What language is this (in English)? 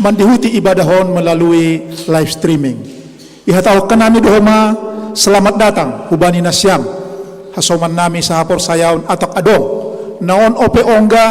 Batak Simalungun